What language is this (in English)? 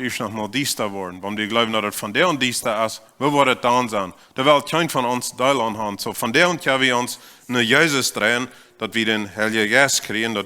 Plautdietsch